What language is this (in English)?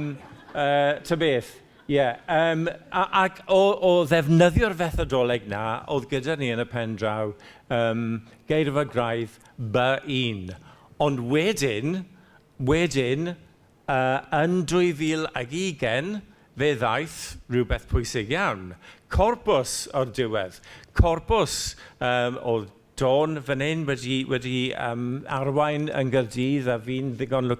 Welsh